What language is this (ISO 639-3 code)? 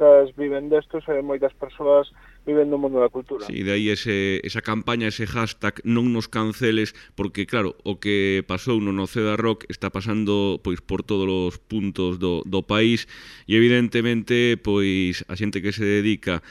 glg